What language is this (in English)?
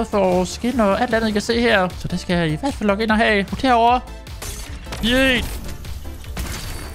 Danish